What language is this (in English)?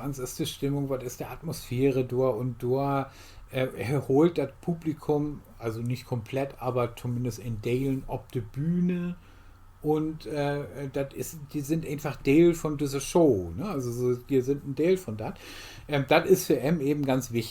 Low German